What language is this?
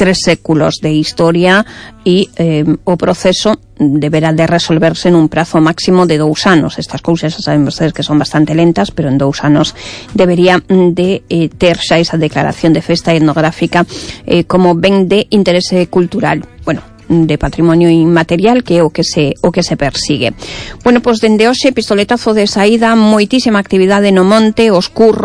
Galician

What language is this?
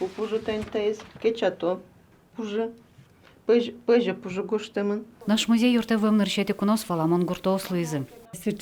Udmurt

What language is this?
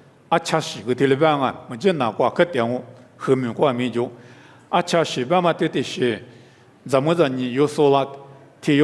Lisu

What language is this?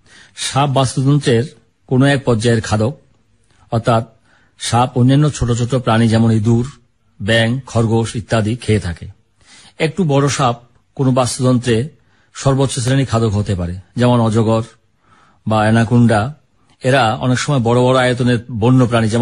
Bangla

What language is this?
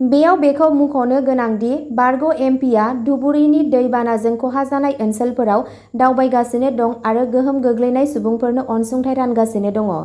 Bodo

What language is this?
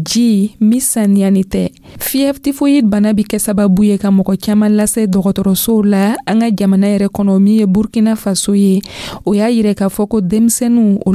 Dyula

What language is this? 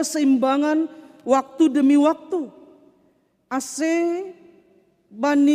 Batak Simalungun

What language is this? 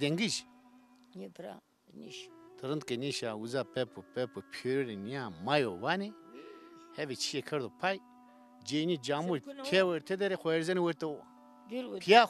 Zaza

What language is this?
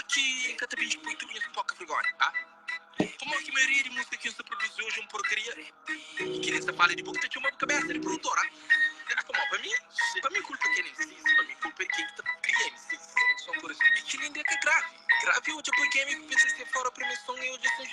Kabuverdianu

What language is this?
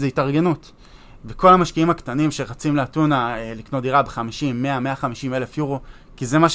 Hebrew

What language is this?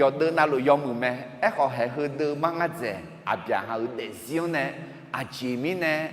Akha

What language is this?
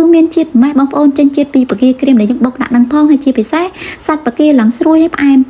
Khmer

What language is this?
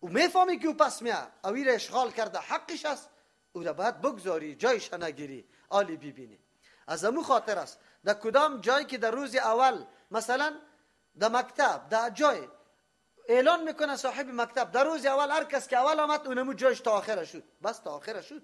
Persian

